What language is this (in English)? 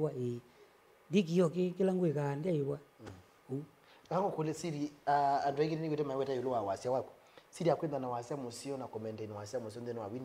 Kamba